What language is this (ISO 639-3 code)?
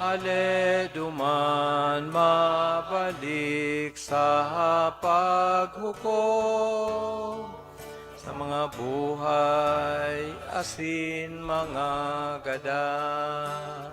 bik